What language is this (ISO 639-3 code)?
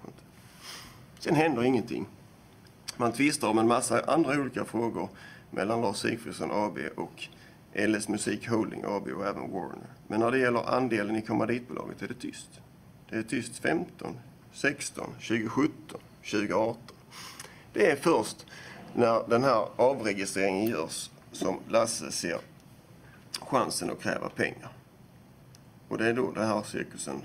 swe